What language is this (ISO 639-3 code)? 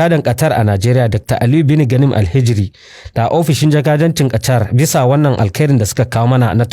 hau